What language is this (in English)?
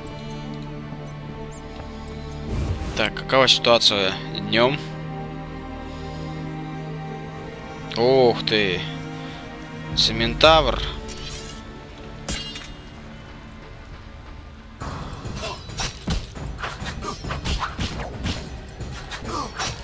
Russian